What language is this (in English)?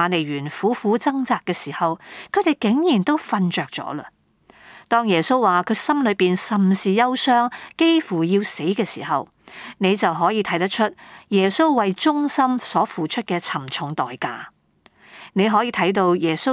Cantonese